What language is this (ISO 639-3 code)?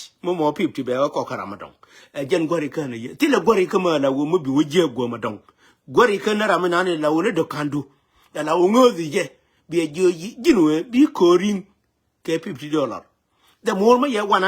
nus